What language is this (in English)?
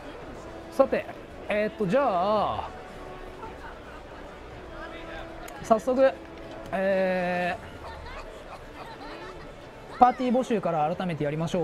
Japanese